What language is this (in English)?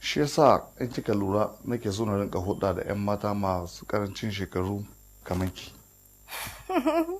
Hausa